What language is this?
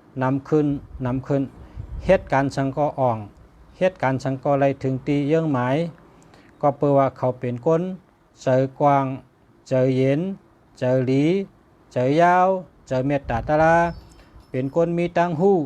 Shan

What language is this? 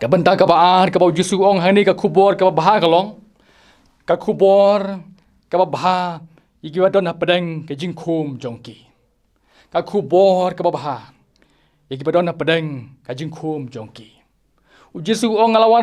Khasi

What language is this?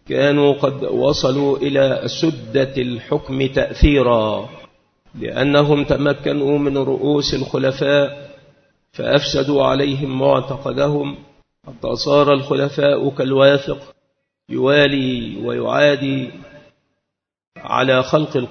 Arabic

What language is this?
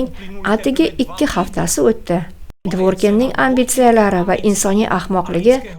Uzbek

